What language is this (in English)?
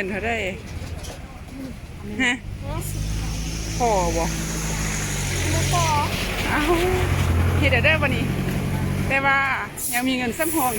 Lao